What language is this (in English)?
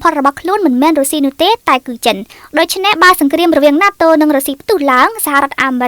Khmer